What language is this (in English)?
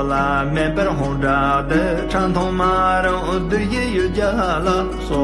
Tibetan